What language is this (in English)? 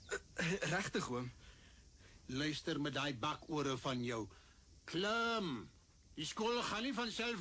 Afrikaans